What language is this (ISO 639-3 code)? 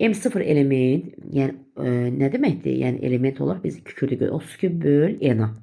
aze